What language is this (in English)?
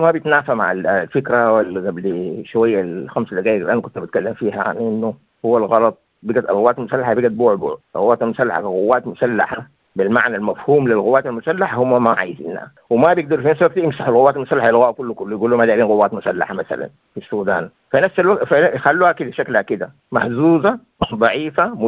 Sudanese Arabic